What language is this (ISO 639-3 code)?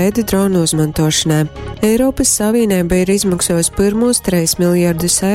ltg